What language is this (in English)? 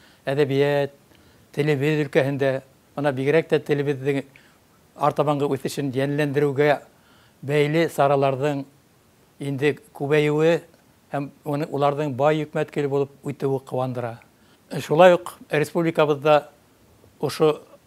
Bashkir